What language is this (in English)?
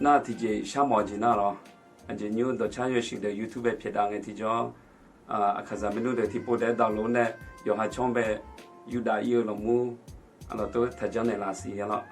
Akha